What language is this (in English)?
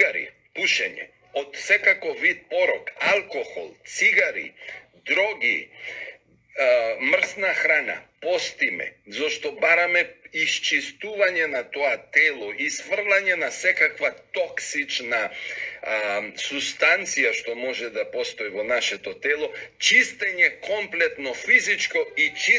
Macedonian